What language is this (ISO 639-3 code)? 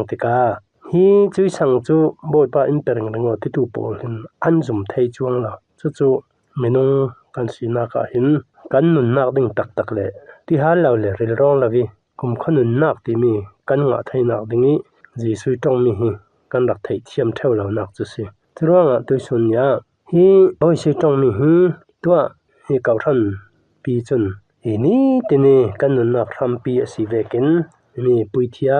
cfm